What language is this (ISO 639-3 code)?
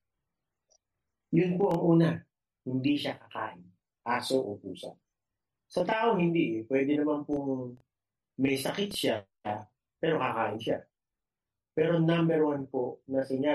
fil